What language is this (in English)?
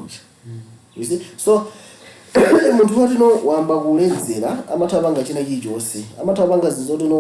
Nyanja